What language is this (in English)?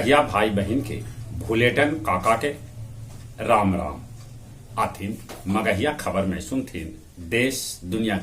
Magahi